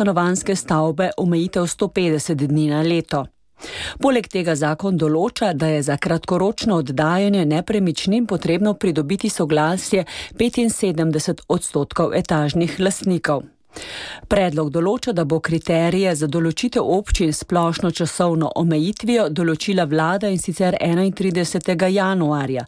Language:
Slovenian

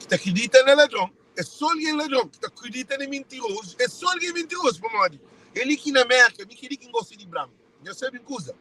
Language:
Kabuverdianu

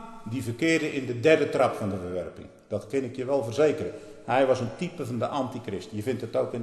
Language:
Dutch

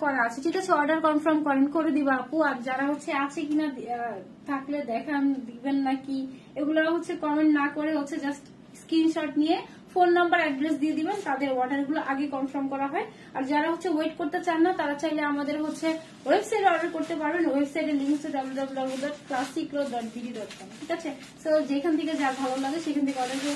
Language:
Bangla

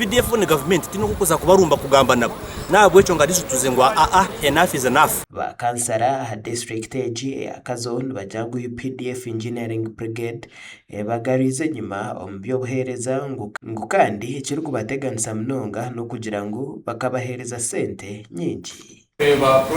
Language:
Nyankole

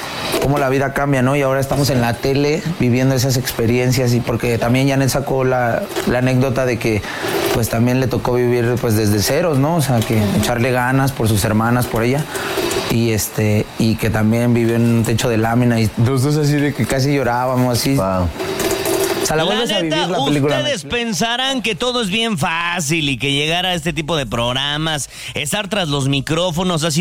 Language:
Spanish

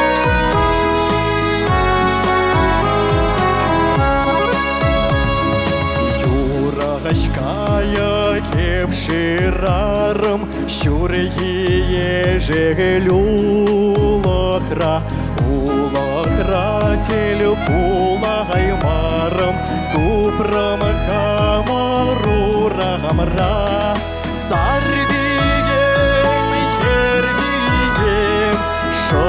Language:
Chuvash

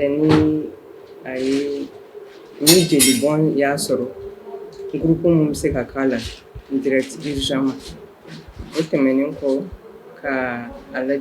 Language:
Bambara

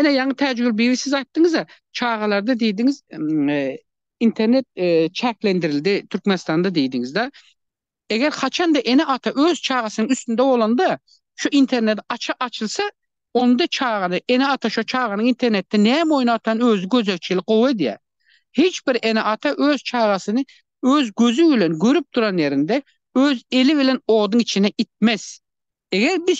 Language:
Turkmen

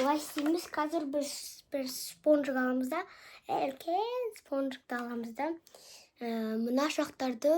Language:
Kazakh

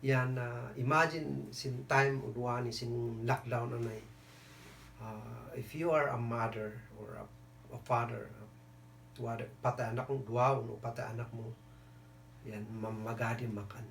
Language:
Kankanaey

